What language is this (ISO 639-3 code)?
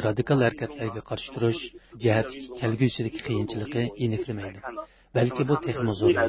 uig